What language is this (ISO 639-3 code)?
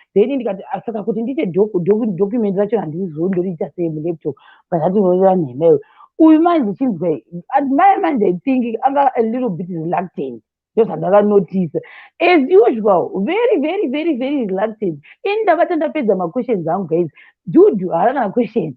sna